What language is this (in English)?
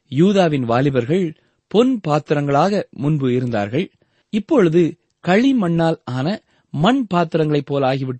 Tamil